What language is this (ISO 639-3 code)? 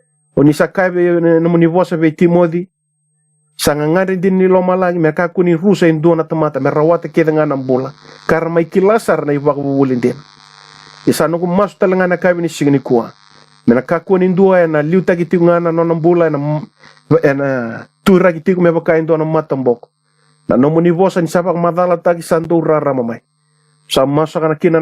fij